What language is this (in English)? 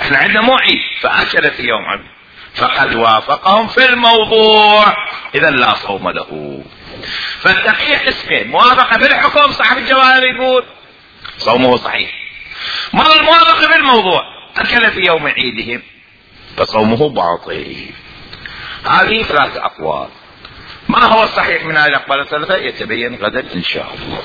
Mesopotamian Arabic